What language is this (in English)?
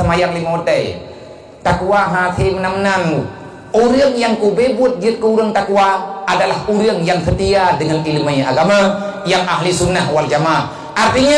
Achinese